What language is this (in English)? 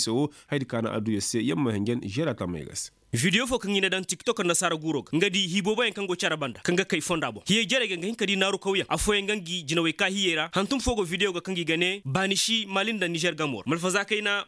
Koyraboro Senni